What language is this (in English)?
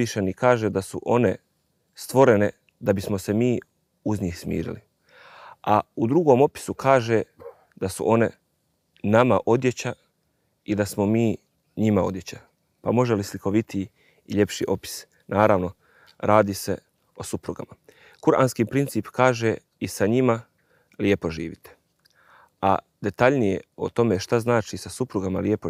Bosnian